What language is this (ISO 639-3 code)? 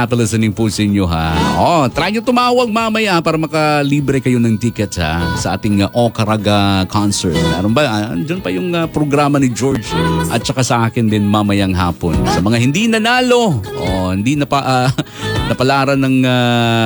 fil